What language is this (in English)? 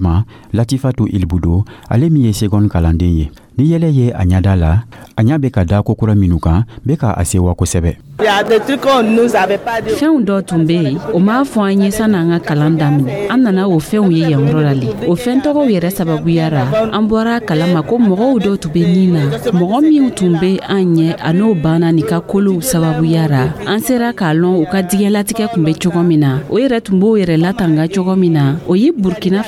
Dyula